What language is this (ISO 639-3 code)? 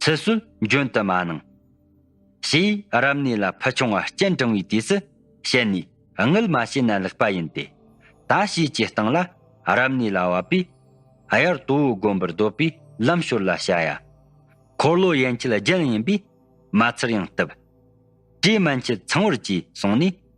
bod